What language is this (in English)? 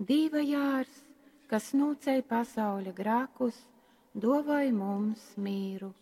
Latgalian